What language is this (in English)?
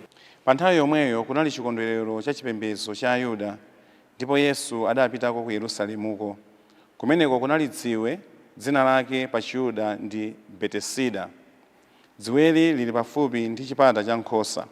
Nyanja